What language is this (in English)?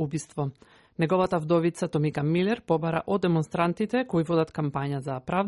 Macedonian